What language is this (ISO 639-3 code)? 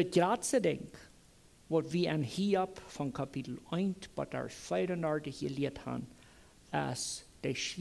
pdt